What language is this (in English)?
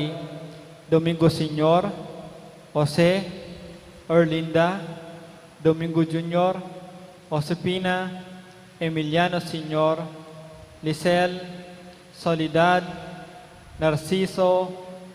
Pampanga